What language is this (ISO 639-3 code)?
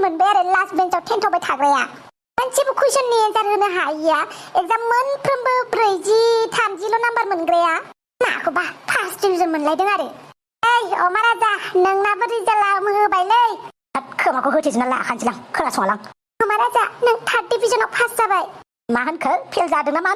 brx